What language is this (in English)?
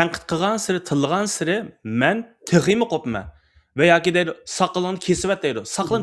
Uyghur